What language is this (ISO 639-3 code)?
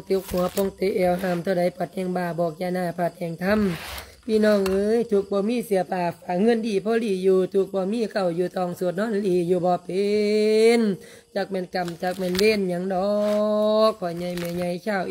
lao